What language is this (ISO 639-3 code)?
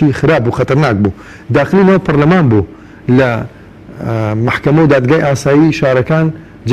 ckb